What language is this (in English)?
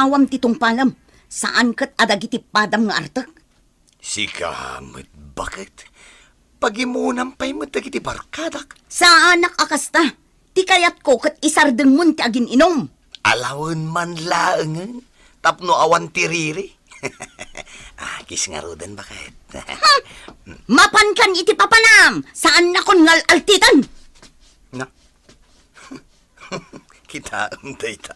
Iloko